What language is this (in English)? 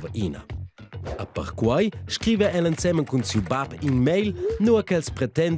Romansh